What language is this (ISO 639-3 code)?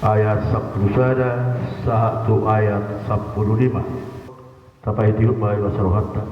bbc